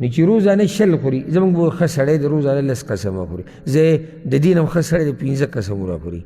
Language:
Pashto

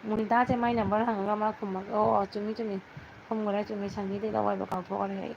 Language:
Manipuri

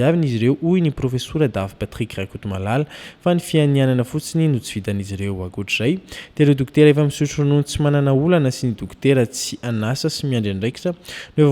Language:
Malagasy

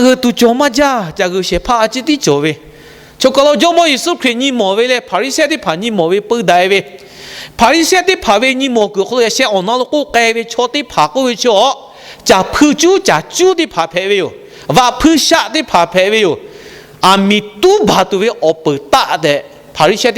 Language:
Lahu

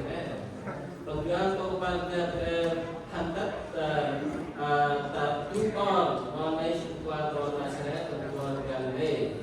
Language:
Central Mnong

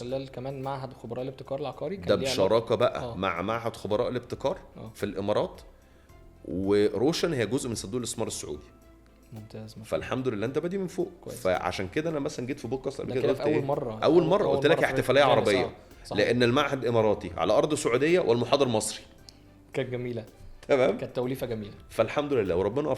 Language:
Egyptian Arabic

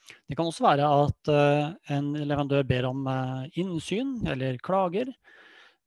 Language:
Norwegian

